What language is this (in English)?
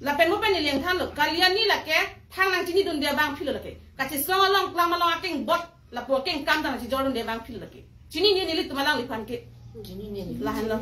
Karbi